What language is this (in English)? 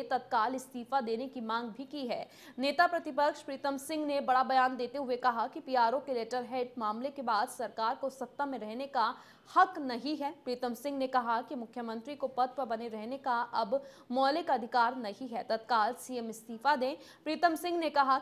Hindi